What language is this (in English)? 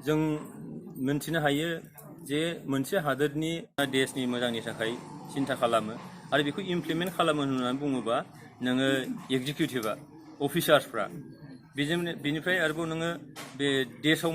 Bodo